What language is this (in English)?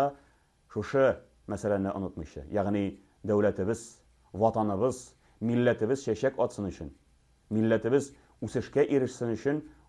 Tatar